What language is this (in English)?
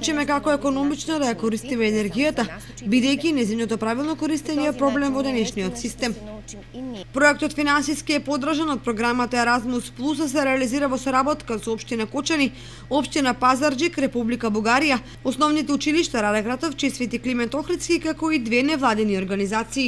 Macedonian